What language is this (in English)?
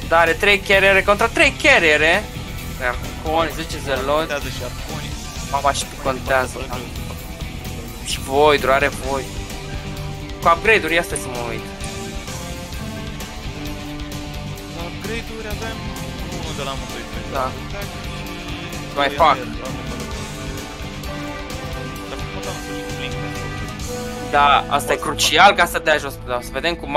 Romanian